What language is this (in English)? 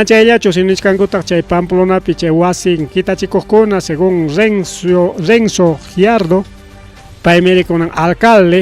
Ayacucho Quechua